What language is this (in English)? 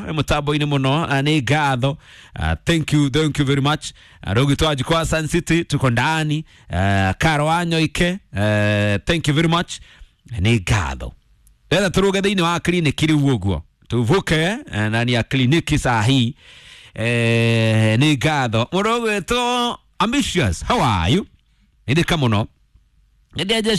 Kikuyu